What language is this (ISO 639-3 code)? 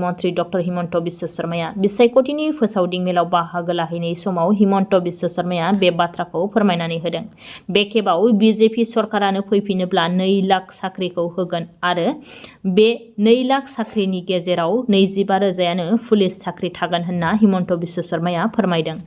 brx